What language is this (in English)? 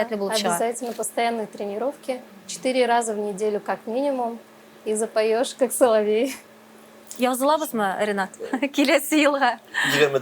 Tatar